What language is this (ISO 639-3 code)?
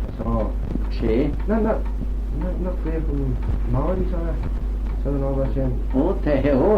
glv